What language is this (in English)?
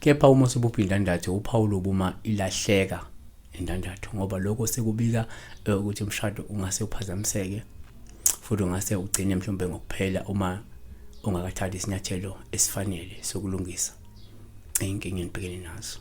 Zulu